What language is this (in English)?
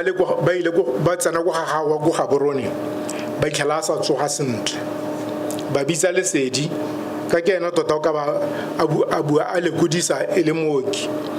Tswana